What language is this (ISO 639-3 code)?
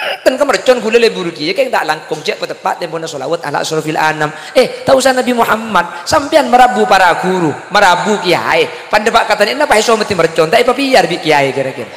mad